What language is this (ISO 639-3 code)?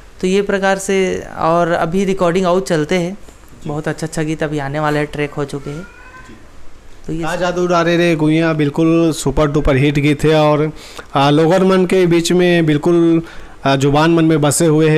hne